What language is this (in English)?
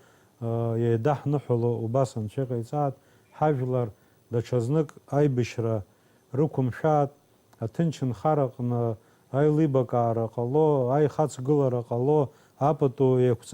Abkhazian